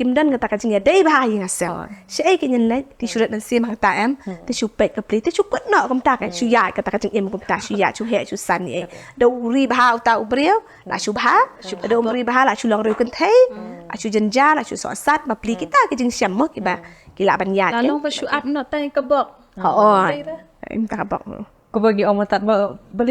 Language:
Khasi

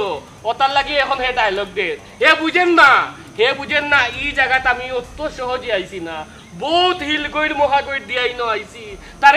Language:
Sylheti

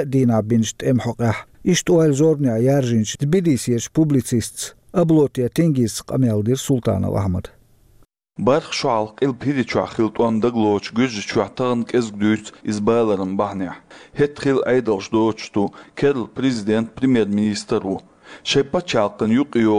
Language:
Chechen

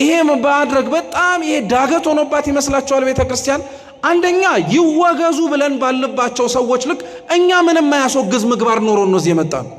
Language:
Amharic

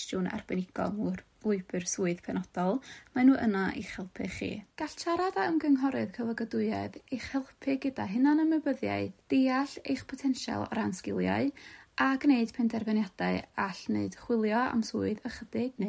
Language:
Welsh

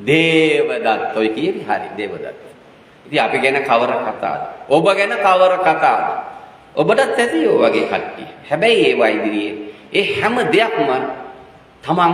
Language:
Sinhala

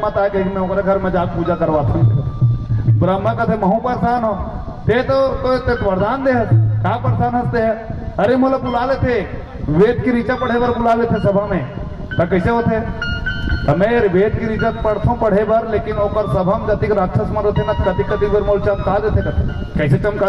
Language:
Chhattisgarhi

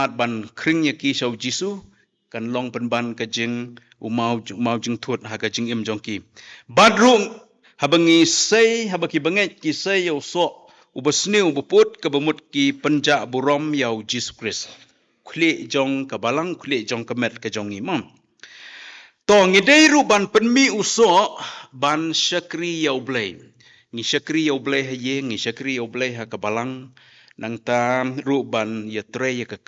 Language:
Khasi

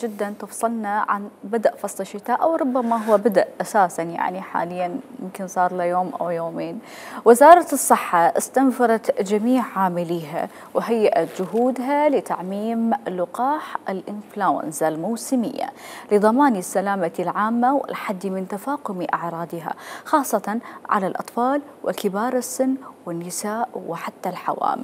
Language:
Mesopotamian Arabic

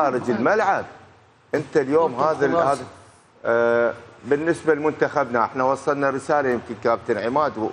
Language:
Mesopotamian Arabic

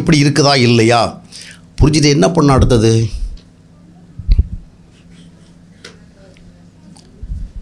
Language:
Tamil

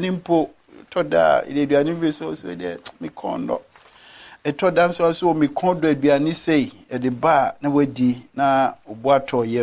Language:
Akan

